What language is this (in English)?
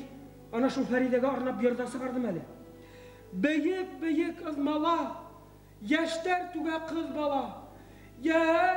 Bashkir